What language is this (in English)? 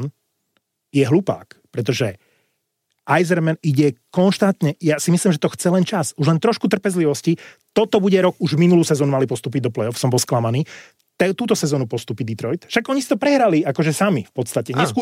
Slovak